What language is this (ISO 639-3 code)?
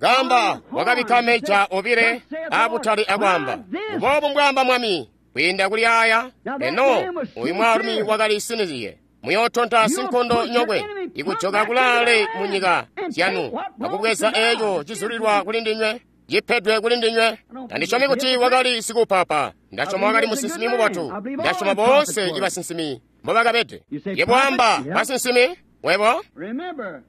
toi